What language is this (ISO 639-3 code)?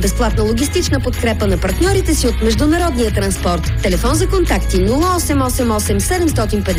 bul